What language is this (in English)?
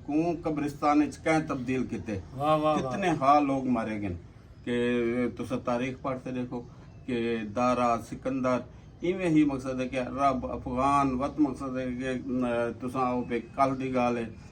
Saraiki